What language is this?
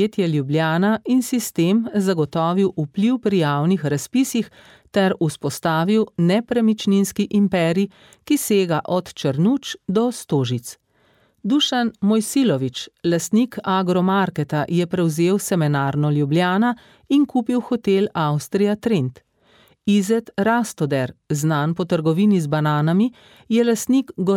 Slovenian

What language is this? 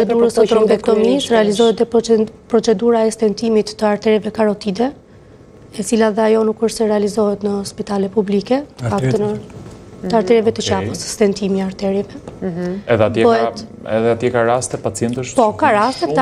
Albanian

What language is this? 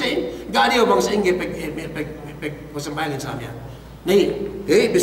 Yakan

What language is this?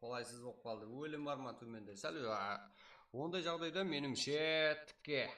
Kara-Kalpak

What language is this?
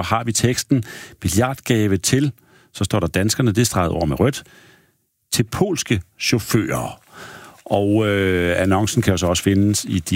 Danish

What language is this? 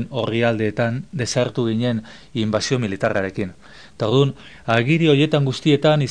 Basque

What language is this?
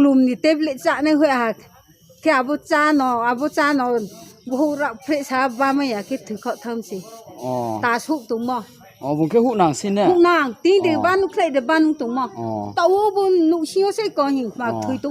Riang (India)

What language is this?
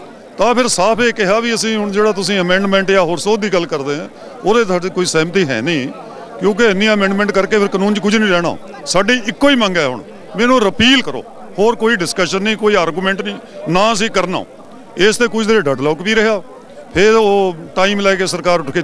Punjabi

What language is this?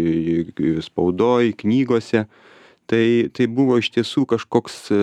Lithuanian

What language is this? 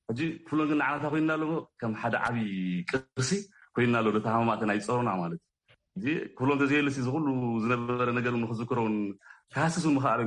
Tigrinya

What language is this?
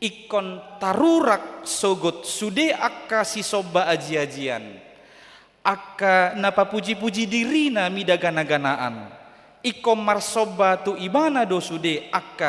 Batak Toba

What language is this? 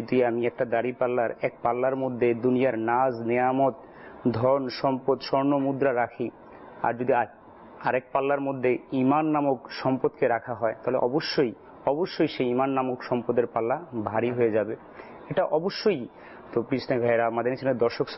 Bangla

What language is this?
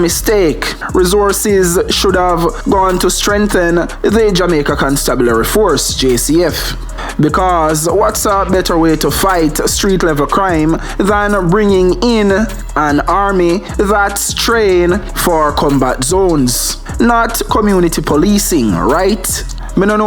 Jamaican Creole English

